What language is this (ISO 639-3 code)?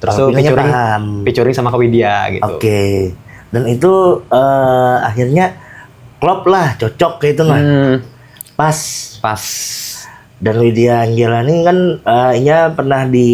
bjn